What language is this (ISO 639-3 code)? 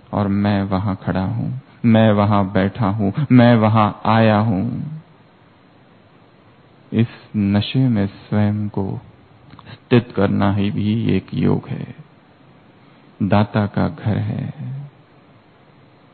hin